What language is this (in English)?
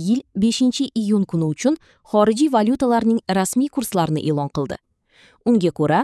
Uzbek